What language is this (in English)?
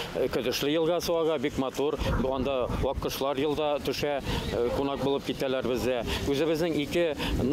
Bashkir